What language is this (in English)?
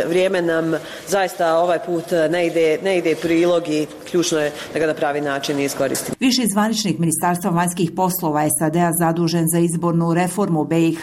Bosnian